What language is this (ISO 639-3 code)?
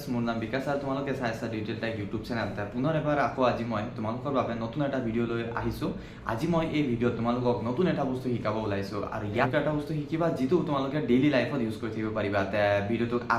asm